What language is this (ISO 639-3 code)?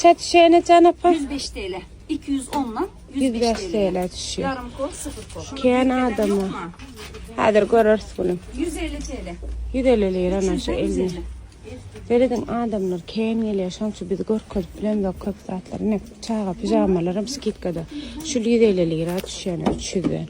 tuk